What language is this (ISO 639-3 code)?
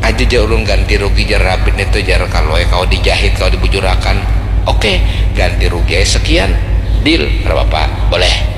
bjn